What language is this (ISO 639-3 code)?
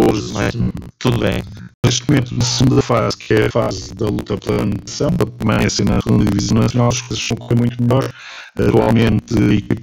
por